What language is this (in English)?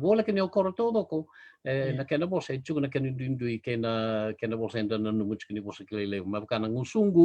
Fijian